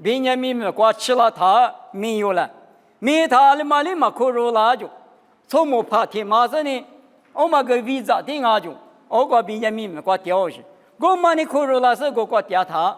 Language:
Lisu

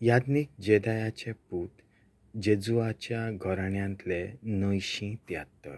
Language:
Konkani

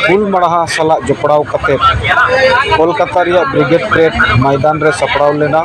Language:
Santali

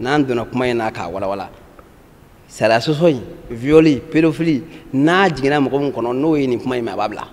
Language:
Bambara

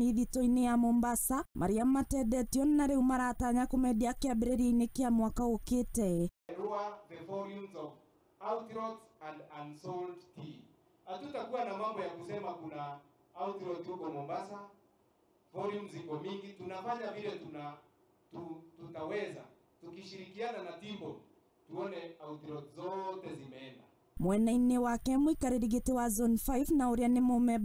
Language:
Kikuyu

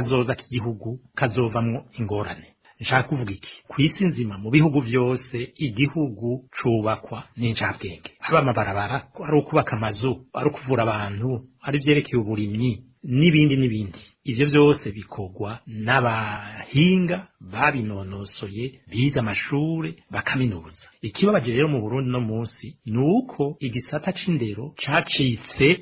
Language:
Rundi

